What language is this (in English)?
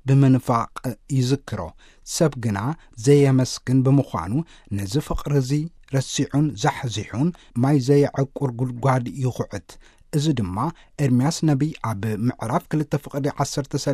Tigrinya